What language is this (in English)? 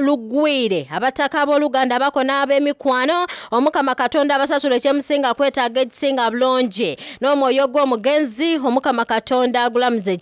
Soga